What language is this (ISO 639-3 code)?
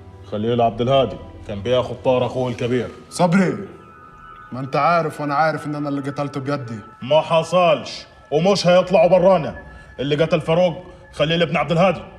arz